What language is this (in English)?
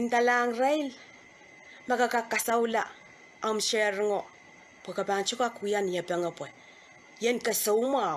Pohnpeian